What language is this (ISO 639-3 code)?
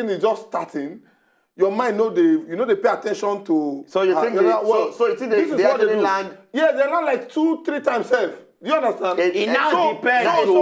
pcm